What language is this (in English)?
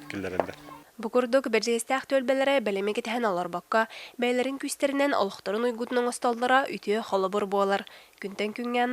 Yakut